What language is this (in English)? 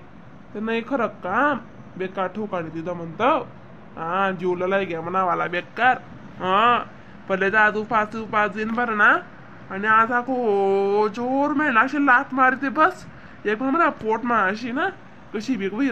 Khandesi